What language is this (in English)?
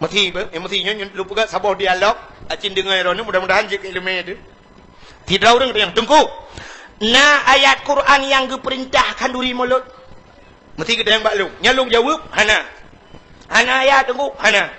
Achinese